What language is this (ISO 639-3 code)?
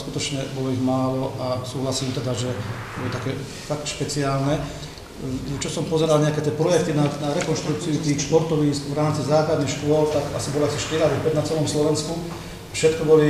slk